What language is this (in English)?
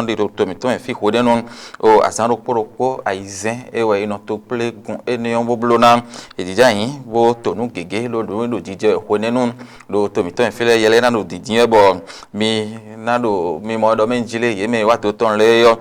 Fon